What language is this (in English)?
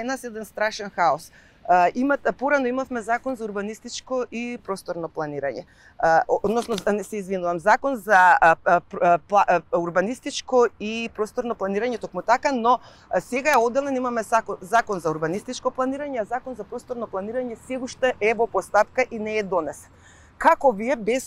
Macedonian